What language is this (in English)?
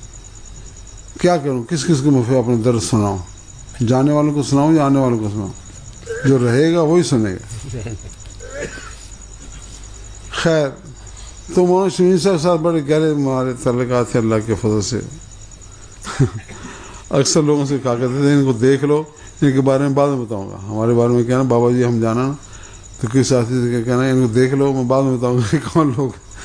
Urdu